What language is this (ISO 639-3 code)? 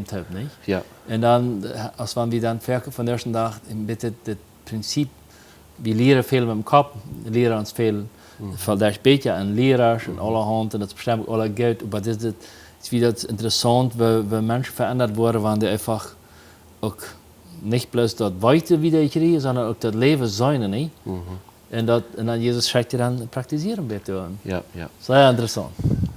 pdt